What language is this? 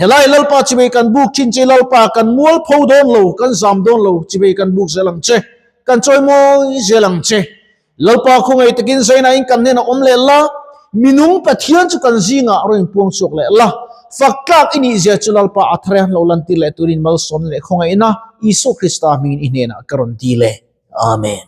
Mizo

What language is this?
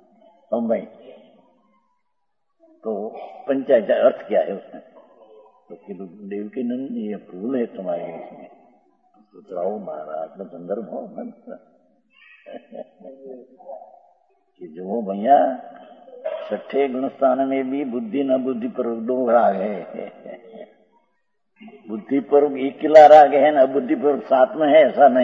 Hindi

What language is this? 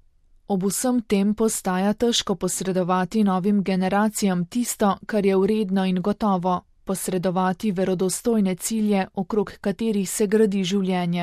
Slovenian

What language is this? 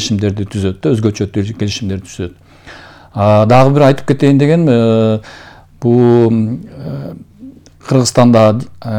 Kyrgyz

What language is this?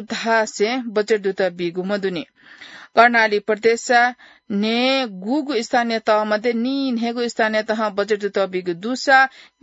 Newari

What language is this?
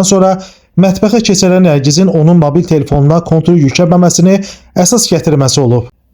Azerbaijani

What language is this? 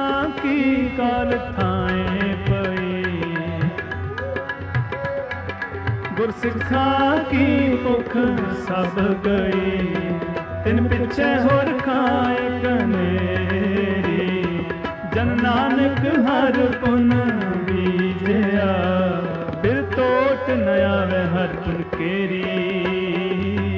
Punjabi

